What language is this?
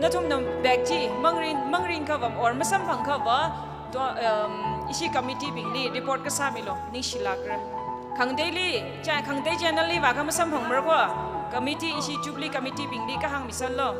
Tangkhul Naga (India)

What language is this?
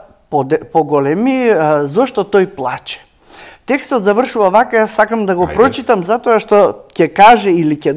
Macedonian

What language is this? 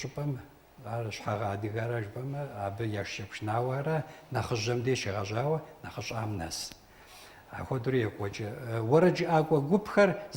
Kabardian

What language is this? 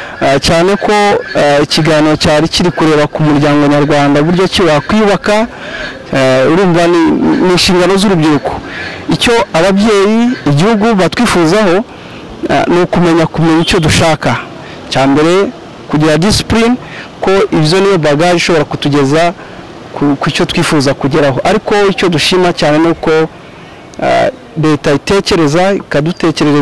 Kinyarwanda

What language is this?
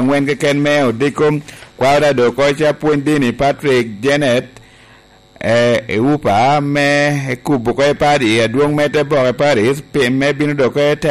Lango (Uganda)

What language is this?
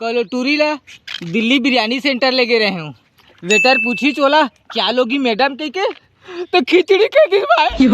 Chhattisgarhi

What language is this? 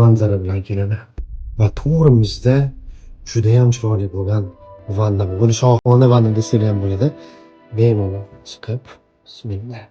Uzbek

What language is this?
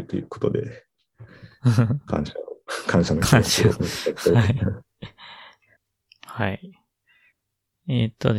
Japanese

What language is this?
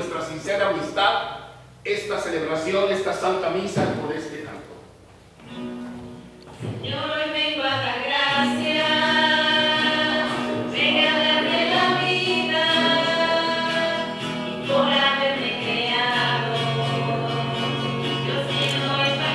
Spanish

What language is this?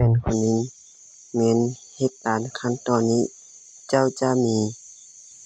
Lao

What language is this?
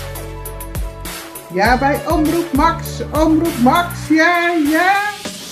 Dutch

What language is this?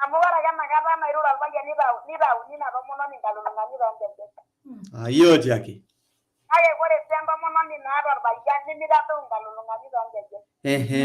Masai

